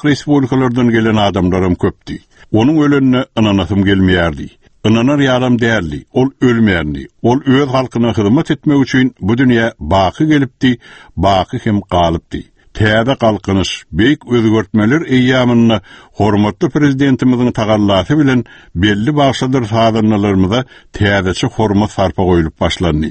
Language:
Turkmen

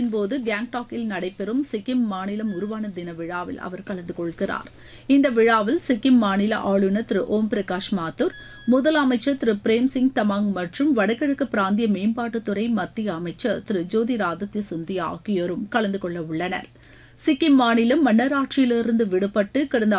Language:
Tamil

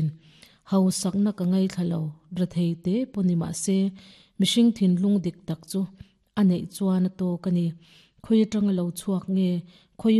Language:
Mizo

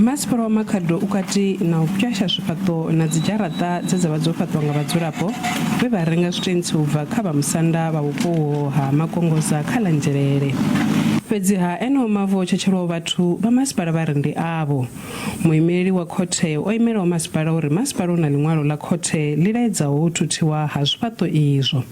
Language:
Venda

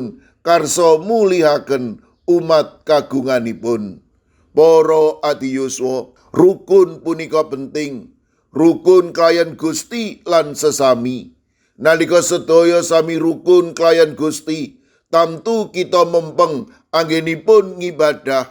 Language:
Javanese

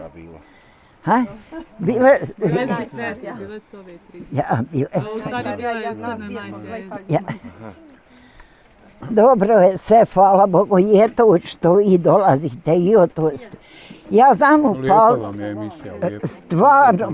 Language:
Bosnian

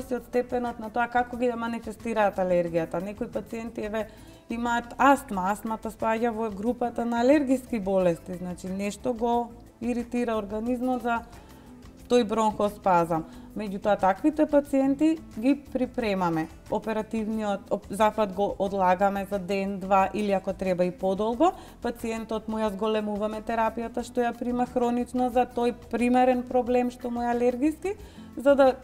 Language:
Macedonian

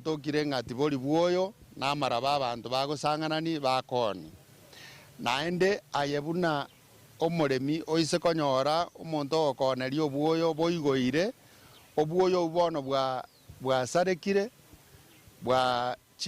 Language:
Gusii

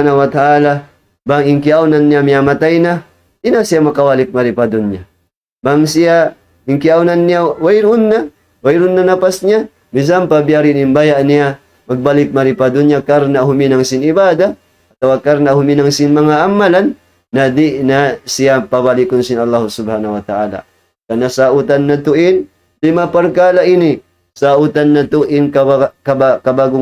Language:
Tausug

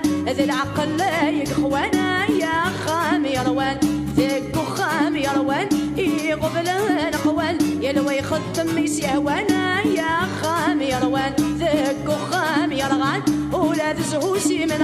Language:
Kabyle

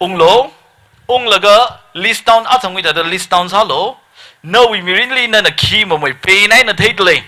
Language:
Tangkhul Naga (India)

